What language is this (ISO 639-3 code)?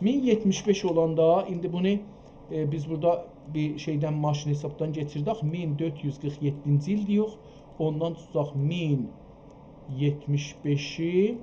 azb